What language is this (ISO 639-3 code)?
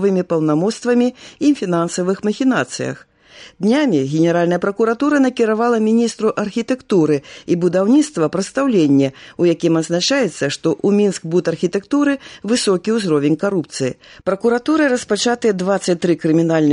bel